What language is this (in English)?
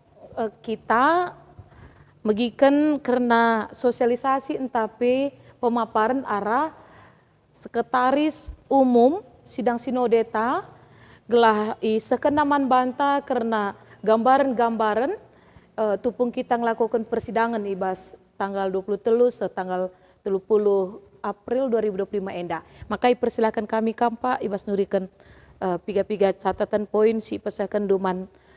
Batak Karo